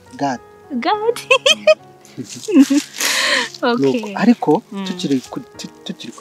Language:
Kinyarwanda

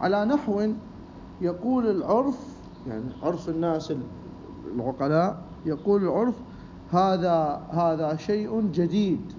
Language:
Mesopotamian Arabic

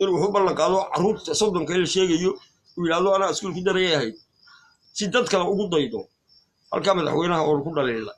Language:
Somali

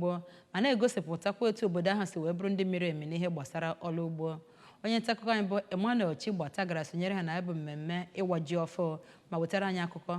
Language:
Igbo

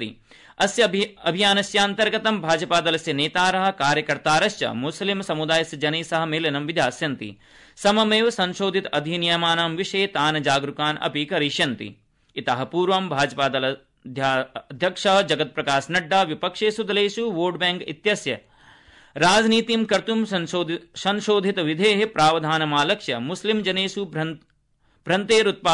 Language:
Sanskrit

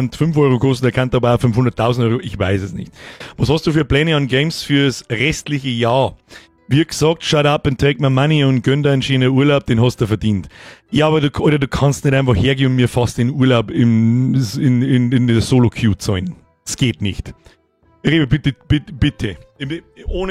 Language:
Bavarian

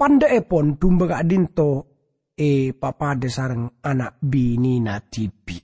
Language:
Madurese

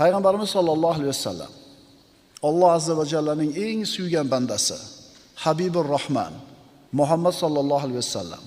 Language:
Uzbek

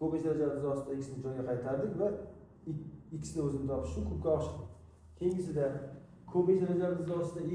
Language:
Uzbek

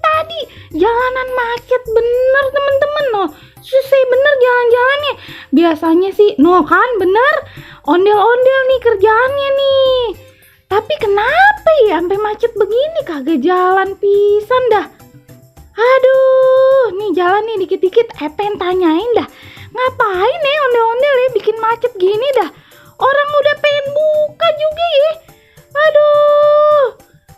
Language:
Betawi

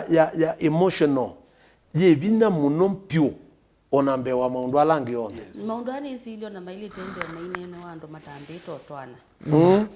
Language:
Kamba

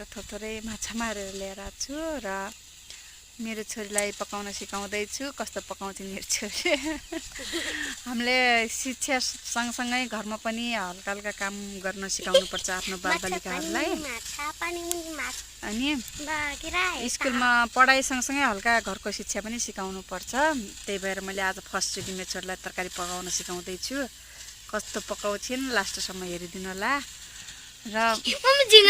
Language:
Nepali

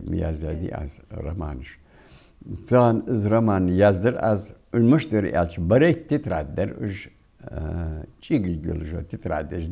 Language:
Ingush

